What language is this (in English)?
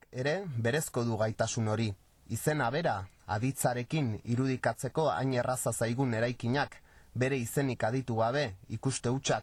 Basque